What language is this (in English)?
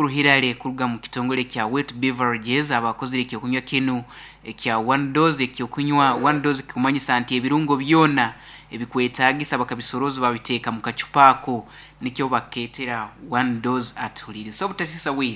Nyankole